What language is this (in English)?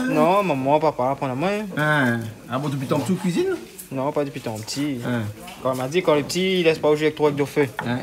Réunion Creole French